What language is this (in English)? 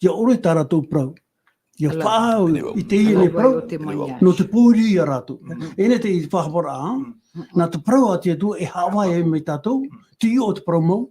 Tahitian